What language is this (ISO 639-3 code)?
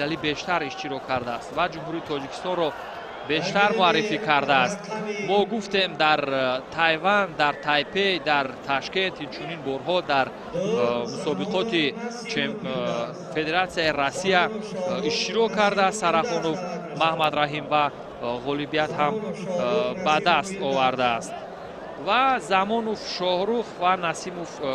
tgk